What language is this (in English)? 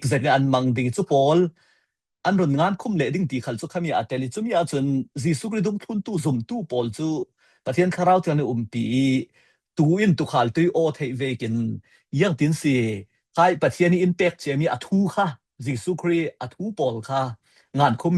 Falam Chin